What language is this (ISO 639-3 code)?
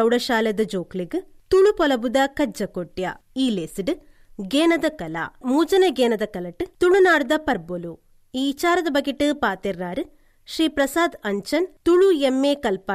tcy